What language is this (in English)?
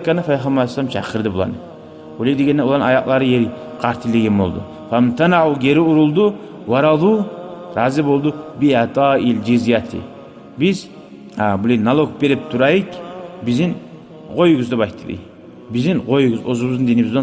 Kumyk